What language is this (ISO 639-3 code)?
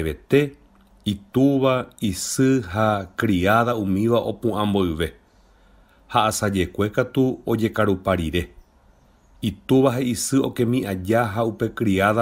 grn